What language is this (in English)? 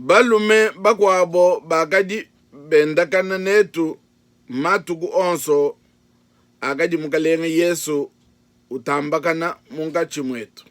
Luba-Lulua